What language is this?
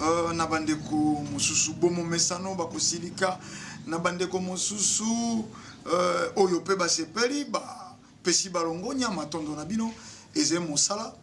Lingala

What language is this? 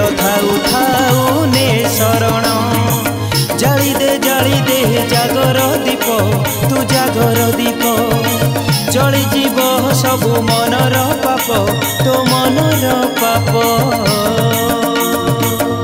Odia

